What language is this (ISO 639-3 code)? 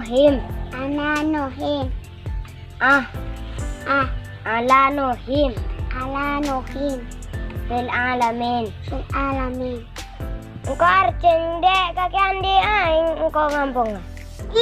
mad